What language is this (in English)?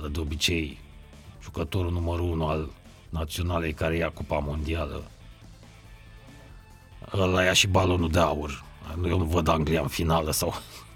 Romanian